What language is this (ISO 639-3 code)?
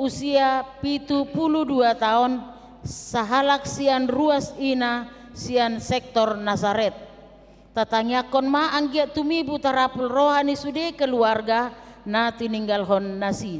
bbc